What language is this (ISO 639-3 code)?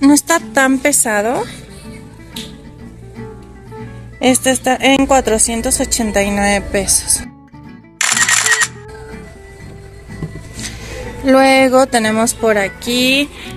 spa